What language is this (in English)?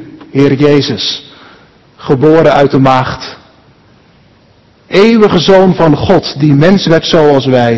Dutch